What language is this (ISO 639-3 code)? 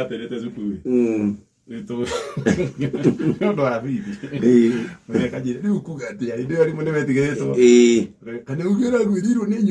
kik